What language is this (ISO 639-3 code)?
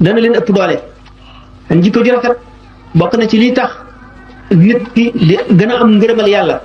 wol